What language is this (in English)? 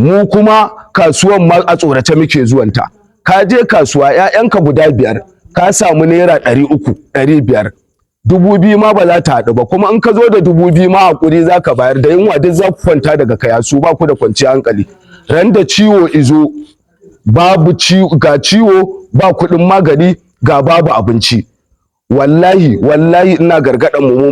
Hausa